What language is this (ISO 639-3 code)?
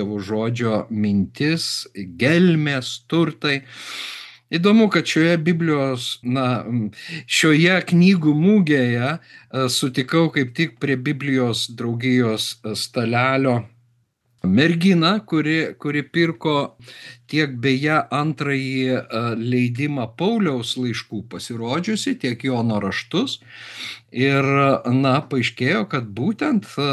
lit